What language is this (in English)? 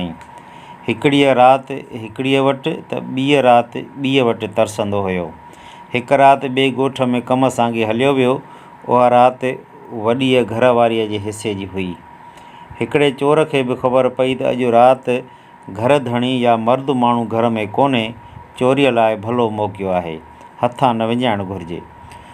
Sindhi